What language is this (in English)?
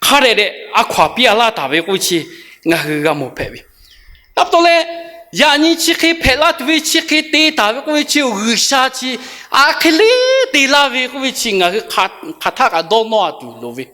Lahu